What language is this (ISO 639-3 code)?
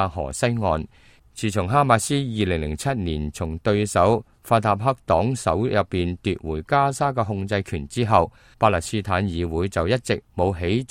yue